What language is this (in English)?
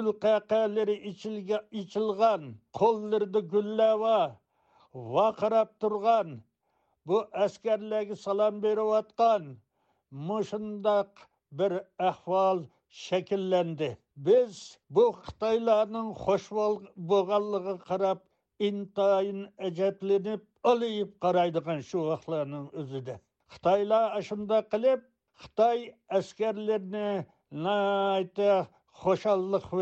Uyghur